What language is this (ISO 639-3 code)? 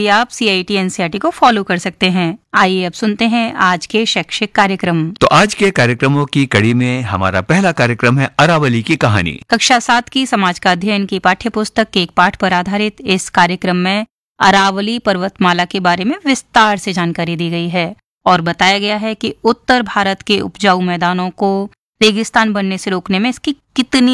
hin